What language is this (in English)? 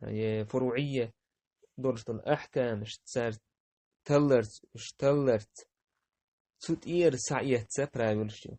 Chechen